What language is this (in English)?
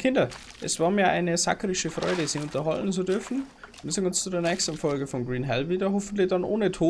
Bavarian